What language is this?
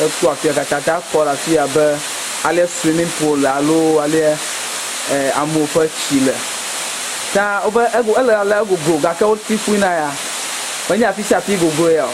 Ewe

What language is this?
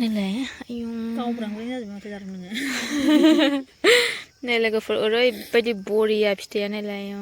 Bodo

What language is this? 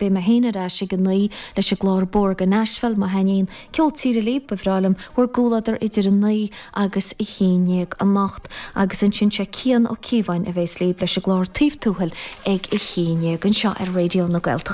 Irish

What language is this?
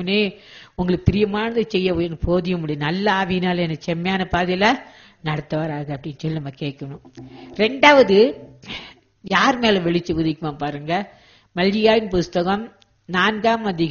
Tamil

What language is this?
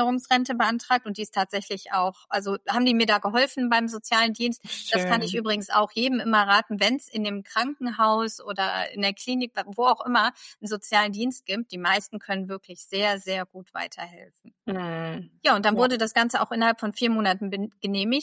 German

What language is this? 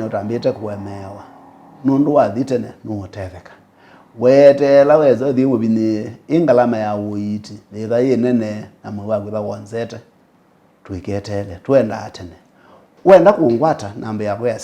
Kamba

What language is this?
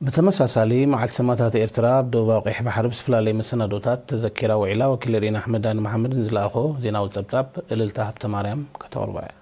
Tigrinya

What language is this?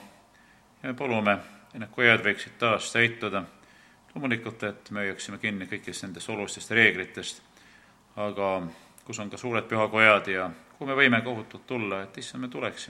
Estonian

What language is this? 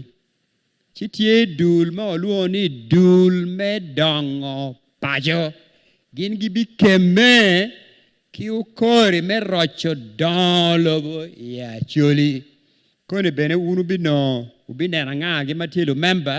Acoli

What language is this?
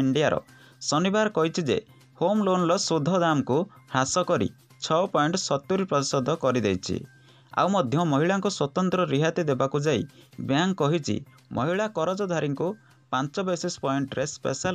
Odia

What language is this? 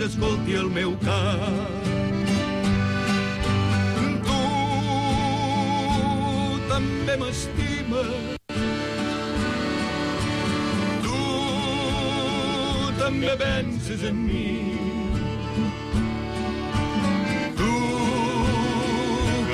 Catalan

